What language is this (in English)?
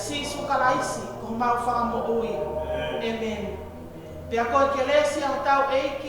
Tongan